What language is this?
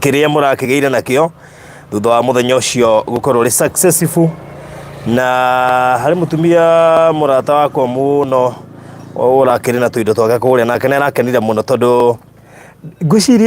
Kikuyu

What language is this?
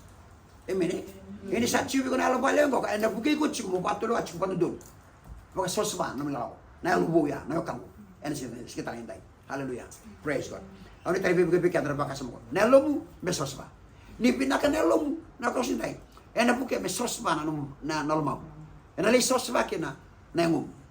Fijian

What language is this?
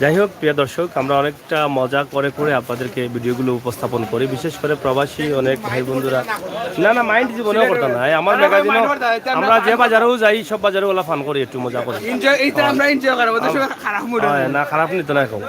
Sylheti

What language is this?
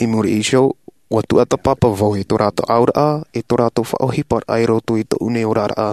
Tahitian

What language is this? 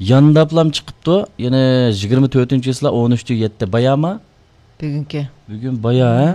Uyghur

